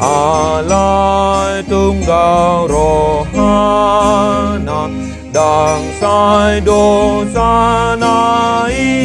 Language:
Batak Toba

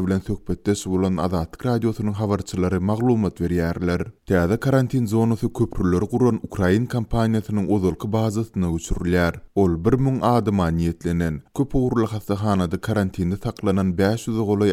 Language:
Turkmen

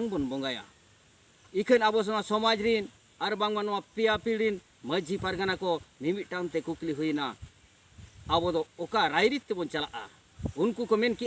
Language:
Santali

